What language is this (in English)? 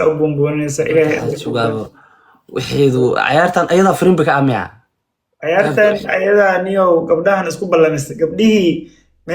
Somali